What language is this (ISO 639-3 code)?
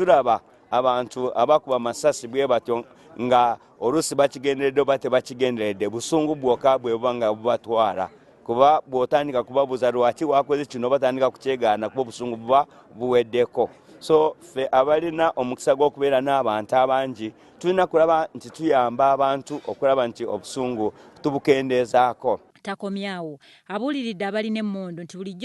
lug